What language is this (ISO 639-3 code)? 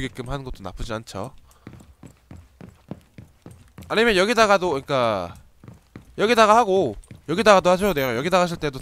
kor